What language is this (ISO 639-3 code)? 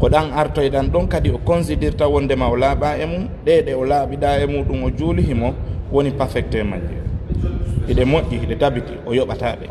ful